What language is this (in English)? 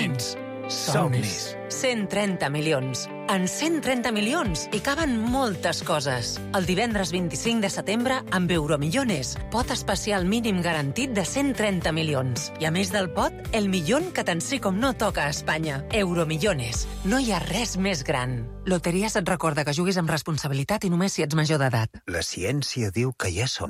Catalan